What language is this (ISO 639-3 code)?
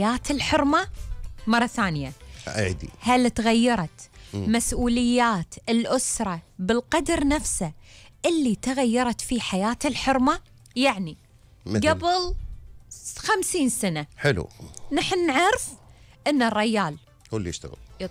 afb